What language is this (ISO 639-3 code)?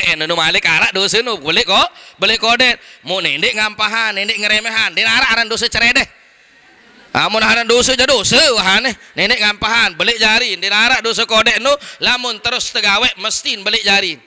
sas